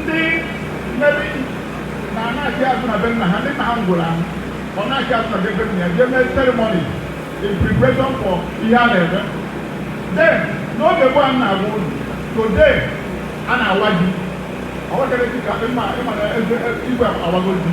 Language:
Igbo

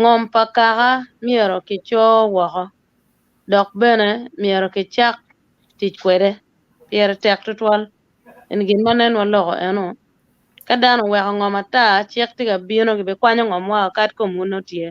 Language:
Acoli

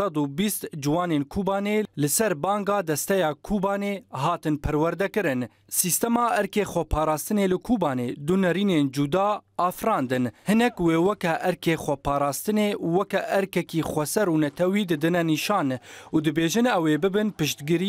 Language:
Kurdish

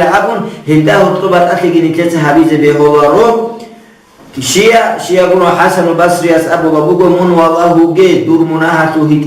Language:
Avaric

